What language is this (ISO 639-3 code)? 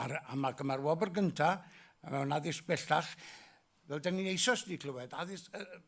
cym